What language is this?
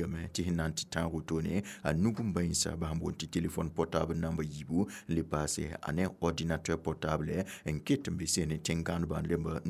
Mossi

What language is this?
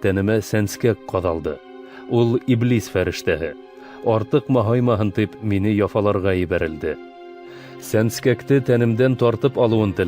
Bashkir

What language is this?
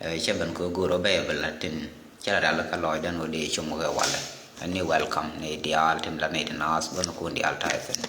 Nuer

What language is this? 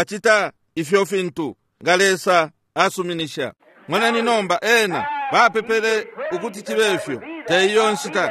Bemba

